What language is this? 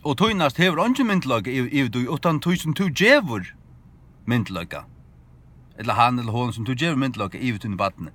Faroese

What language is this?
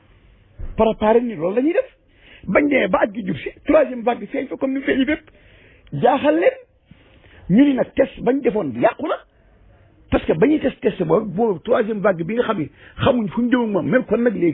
Wolof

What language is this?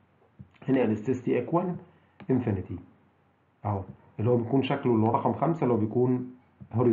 Egyptian Arabic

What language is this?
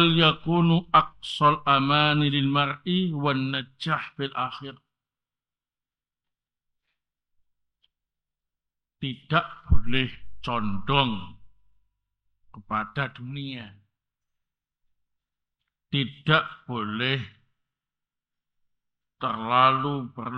Indonesian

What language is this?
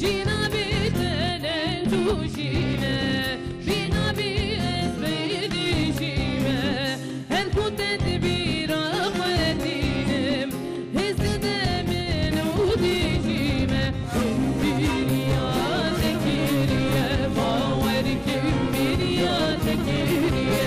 Kurdish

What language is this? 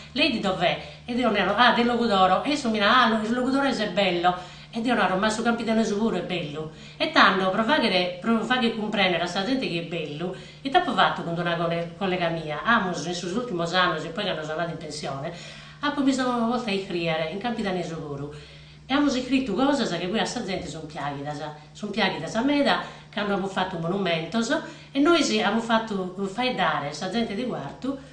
Sardinian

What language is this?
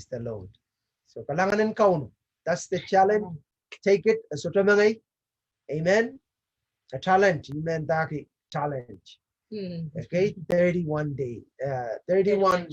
Pohnpeian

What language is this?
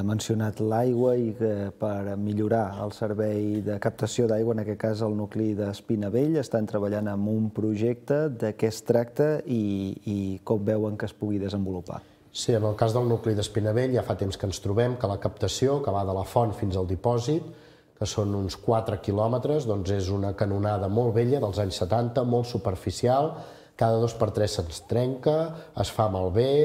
Catalan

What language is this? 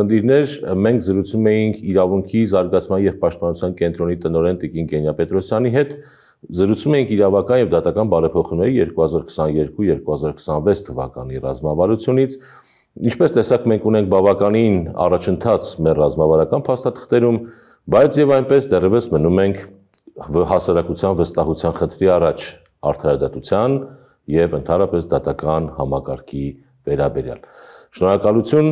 Armenian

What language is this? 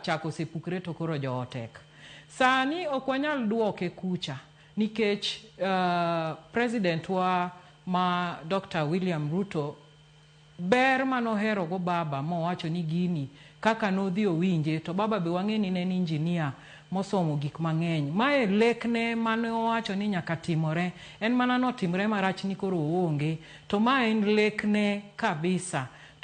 Luo (Kenya and Tanzania)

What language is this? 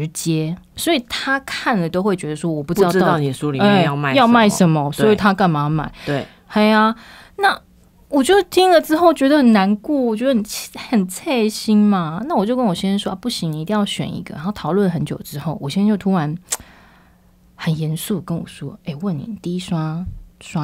Chinese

